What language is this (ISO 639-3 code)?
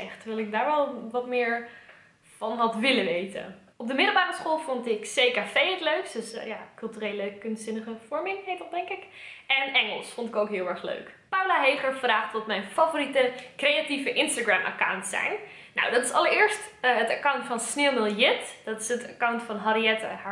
nld